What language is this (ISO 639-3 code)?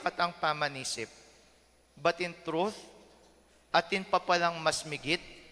pam